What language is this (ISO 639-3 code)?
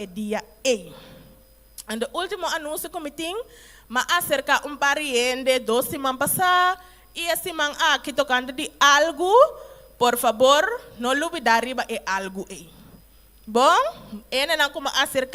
pap